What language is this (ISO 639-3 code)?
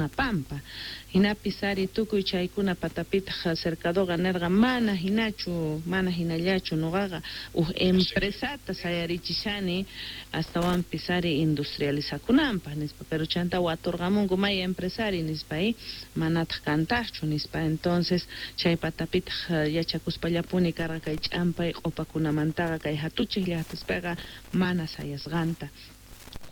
que